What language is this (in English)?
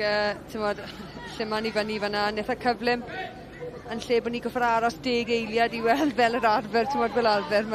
Welsh